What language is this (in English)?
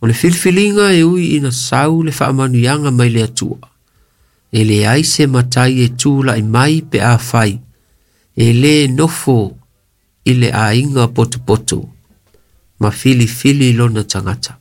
Samoan